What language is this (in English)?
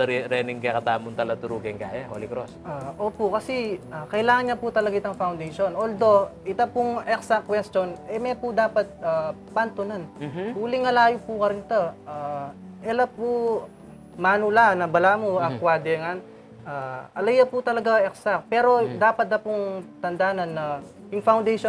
Pampanga